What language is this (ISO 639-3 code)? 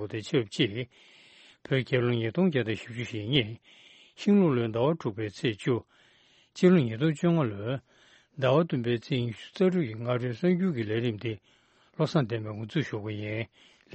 bod